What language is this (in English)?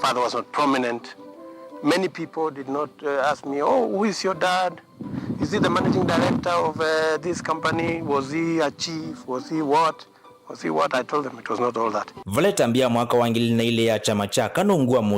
Kamba